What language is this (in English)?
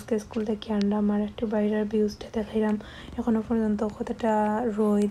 Sylheti